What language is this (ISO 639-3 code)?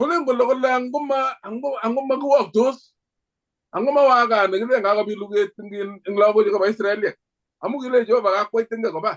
kln